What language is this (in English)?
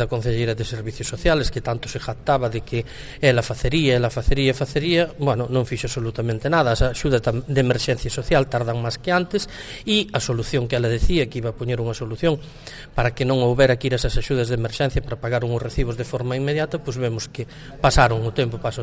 Galician